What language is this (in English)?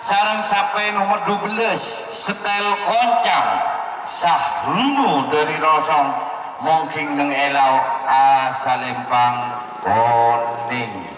Madurese